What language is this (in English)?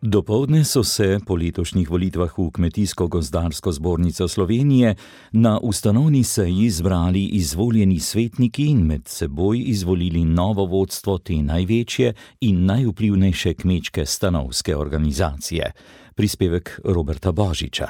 Slovenian